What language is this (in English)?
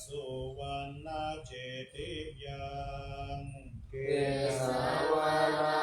Pali